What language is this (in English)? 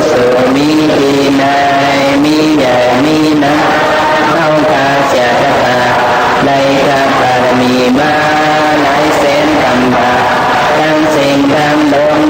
Shan